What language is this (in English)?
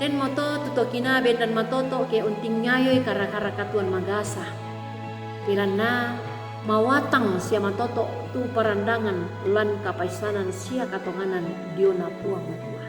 Toraja-Sa'dan